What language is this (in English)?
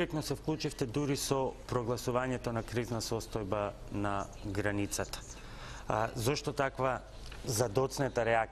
Macedonian